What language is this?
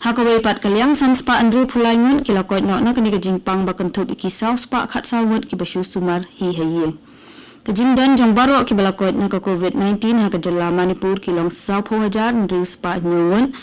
Khasi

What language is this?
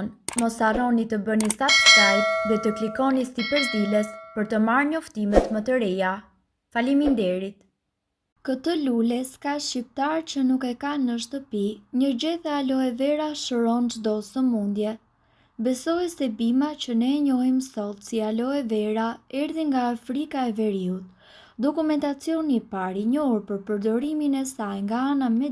Albanian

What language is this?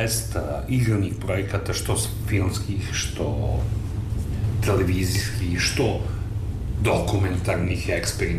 Serbian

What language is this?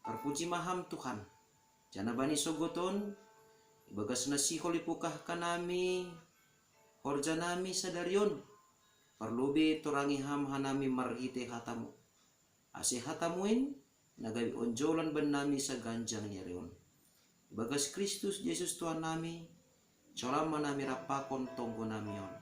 Batak Simalungun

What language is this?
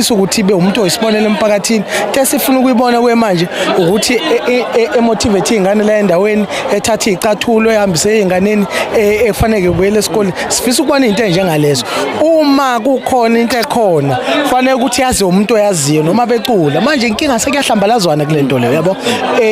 Zulu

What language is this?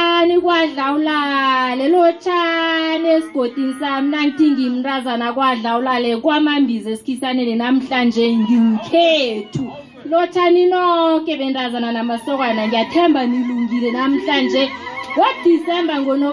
South Ndebele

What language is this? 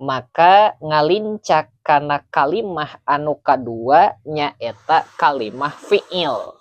Sundanese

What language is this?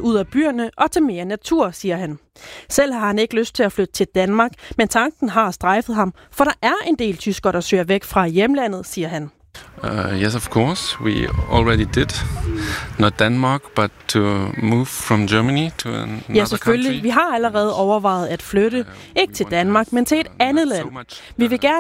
Danish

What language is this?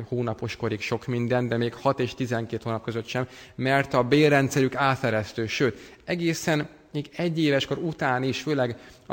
Hungarian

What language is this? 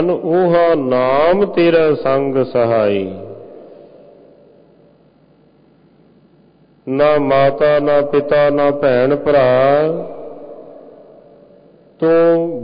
Punjabi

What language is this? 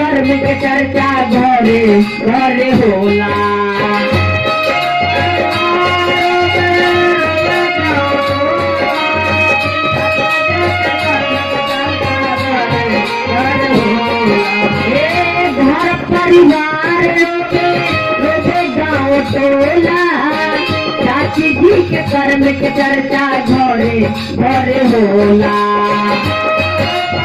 Bhojpuri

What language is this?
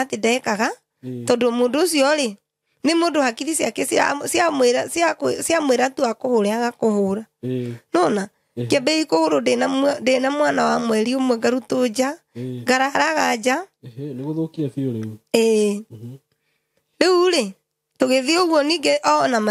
Kikuyu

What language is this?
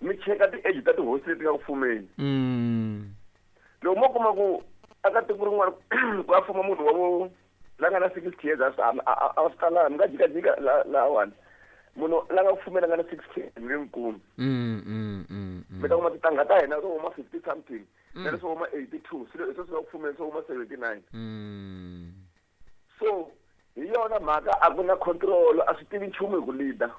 Tsonga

